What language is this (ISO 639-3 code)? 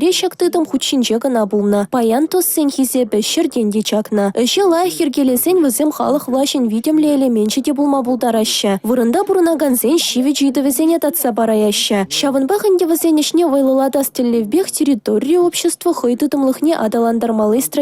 chv